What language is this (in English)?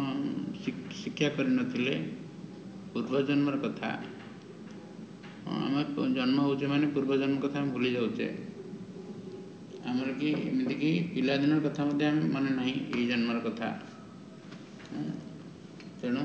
Odia